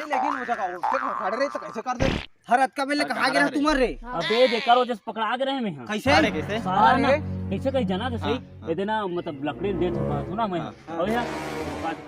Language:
Chhattisgarhi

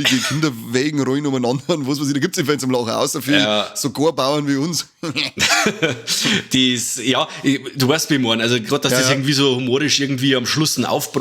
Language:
Bavarian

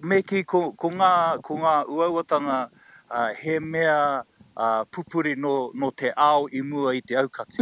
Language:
Māori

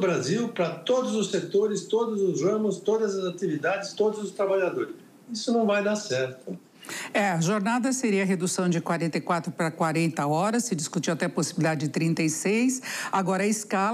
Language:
Portuguese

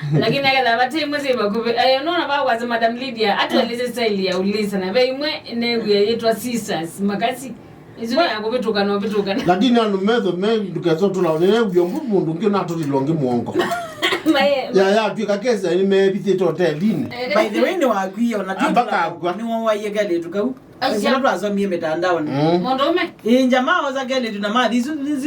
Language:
Kamba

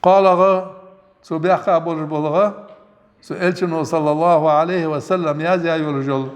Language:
Ingush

